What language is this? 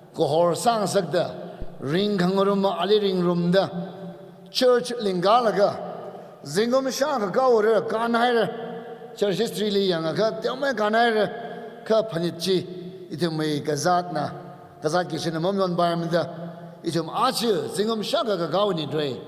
Tangkhul Naga (India)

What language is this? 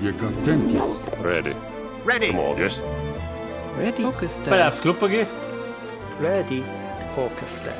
Bavarian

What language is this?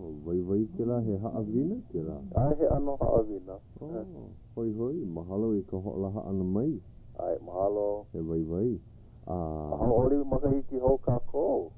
Hawaiian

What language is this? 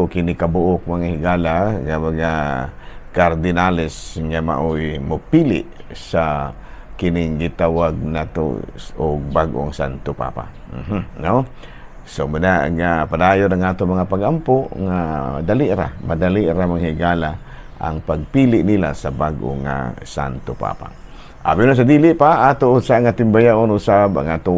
Cebuano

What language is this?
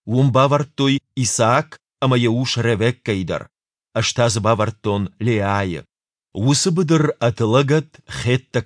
Ossetic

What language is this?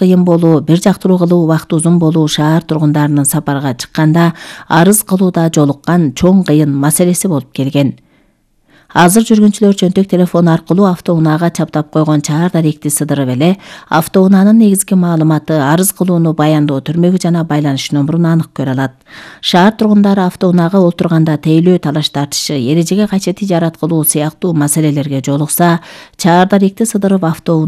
Kyrgyz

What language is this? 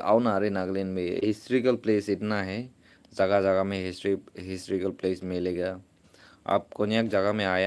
Naga Pidgin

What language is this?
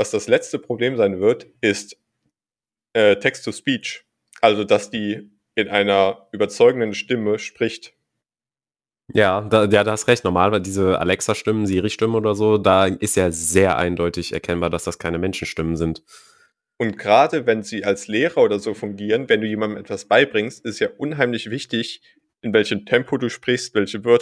German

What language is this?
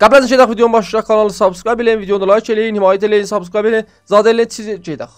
South Azerbaijani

